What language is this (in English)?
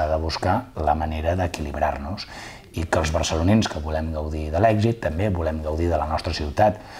Catalan